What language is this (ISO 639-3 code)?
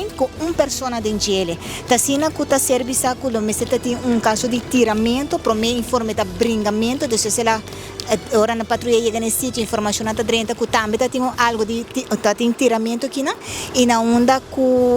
pap